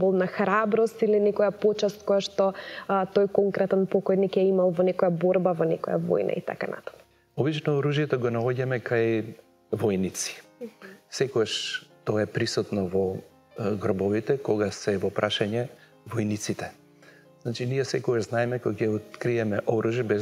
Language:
Macedonian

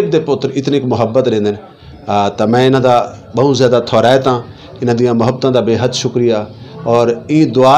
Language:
Western Panjabi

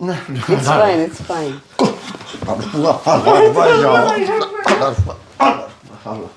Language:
Sylheti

